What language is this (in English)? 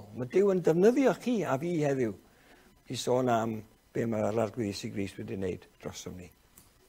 Welsh